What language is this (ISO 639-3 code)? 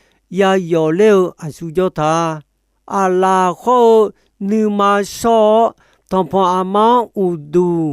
ahk